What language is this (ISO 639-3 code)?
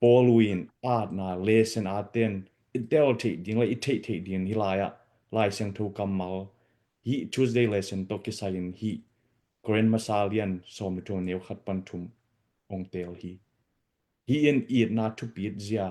ctd